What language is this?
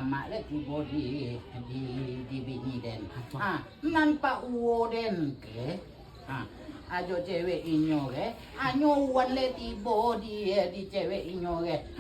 Minangkabau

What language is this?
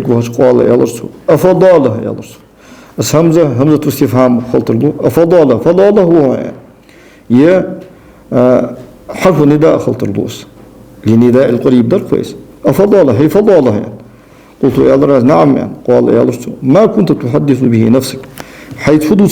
Ingush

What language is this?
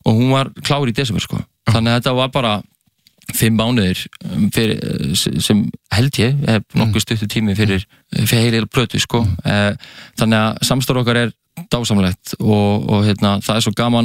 Icelandic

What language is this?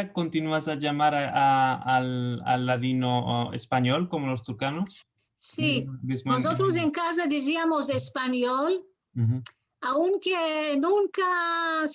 Ladino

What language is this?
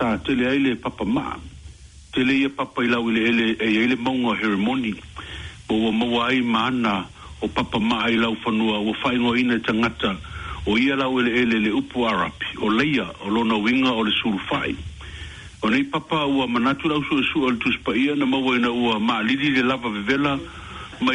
Samoan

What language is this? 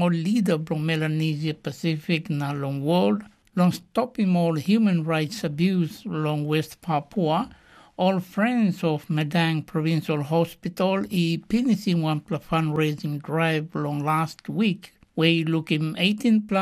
Tok Pisin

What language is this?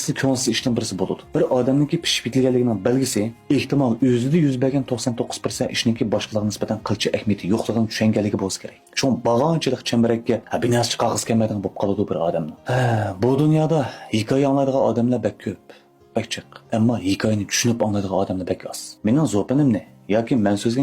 Uyghur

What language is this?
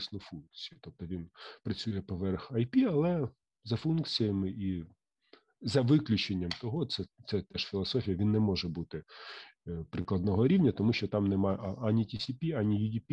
Ukrainian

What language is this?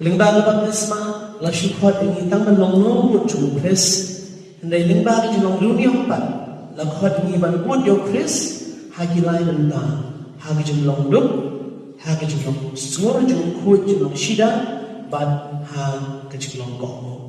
Khasi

